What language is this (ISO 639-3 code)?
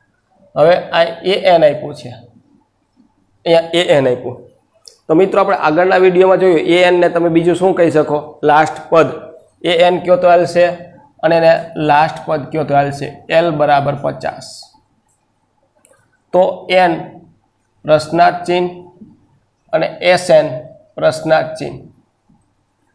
guj